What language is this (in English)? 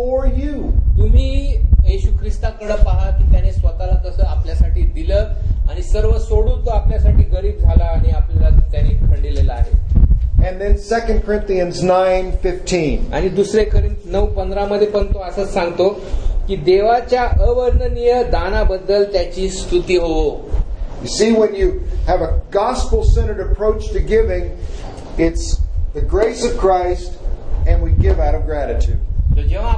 Marathi